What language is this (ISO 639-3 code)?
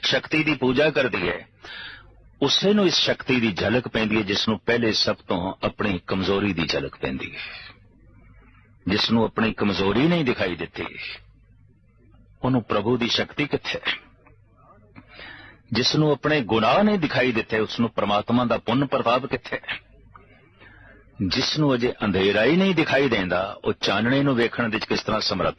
pan